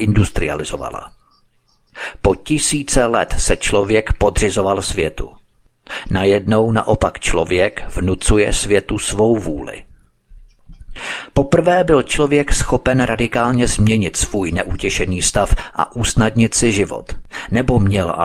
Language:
Czech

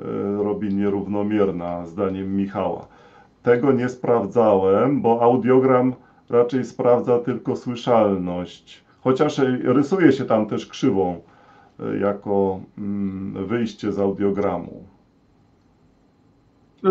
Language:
Polish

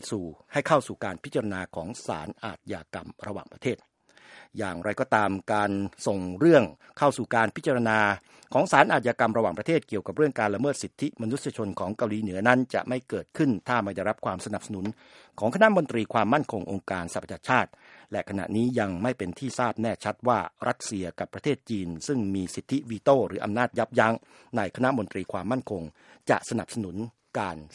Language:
Thai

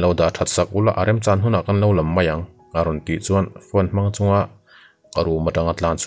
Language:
Mizo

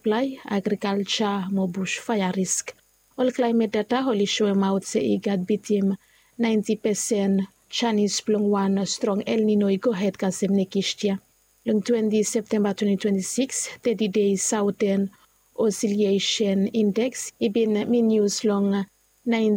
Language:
Bislama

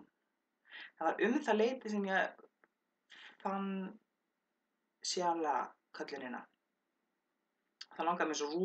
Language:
Icelandic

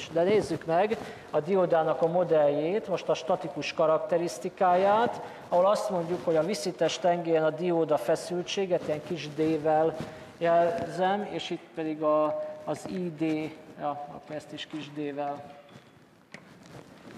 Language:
Hungarian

